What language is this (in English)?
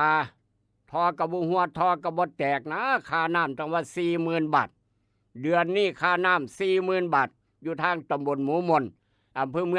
Northeastern Thai